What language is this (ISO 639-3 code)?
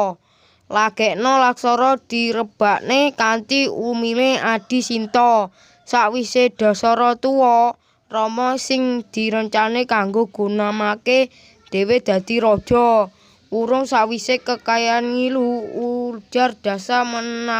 jav